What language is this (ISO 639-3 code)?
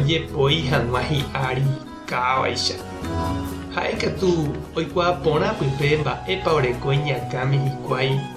grn